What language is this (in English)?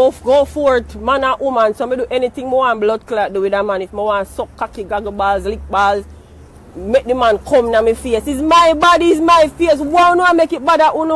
Jamaican Creole English